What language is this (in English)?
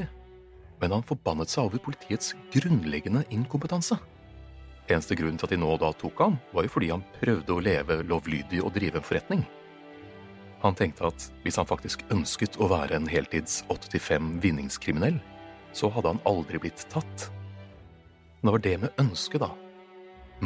Norwegian